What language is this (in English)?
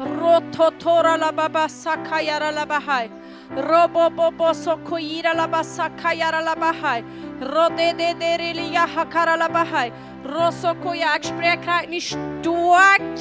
Plautdietsch